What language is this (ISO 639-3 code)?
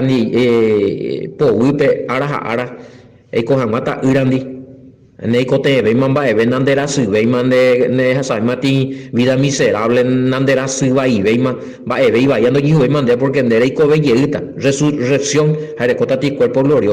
grn